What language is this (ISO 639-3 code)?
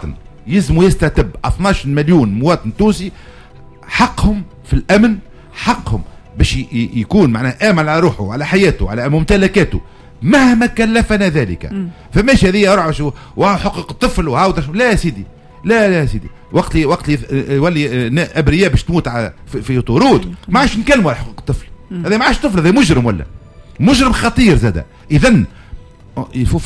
aeb